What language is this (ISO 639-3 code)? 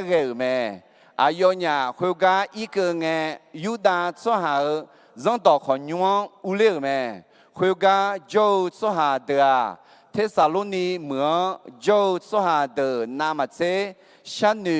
ahk